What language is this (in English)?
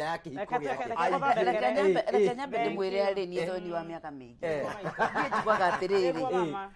Kikuyu